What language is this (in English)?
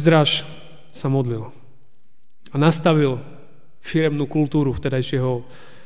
Slovak